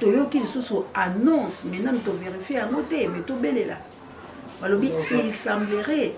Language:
Lingala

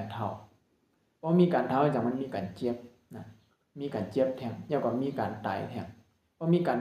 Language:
Shan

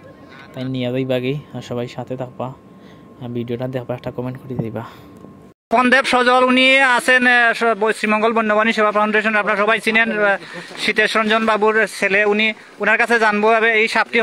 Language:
Sylheti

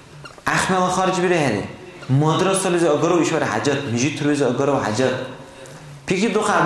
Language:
Dargwa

